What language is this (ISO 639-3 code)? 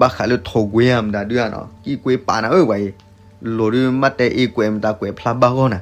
ksw